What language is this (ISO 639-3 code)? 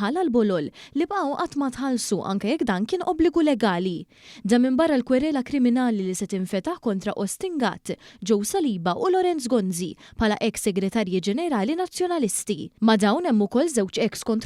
mlt